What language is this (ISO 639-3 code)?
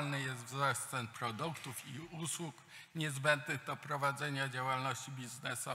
pol